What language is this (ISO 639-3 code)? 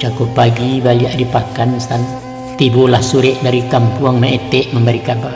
min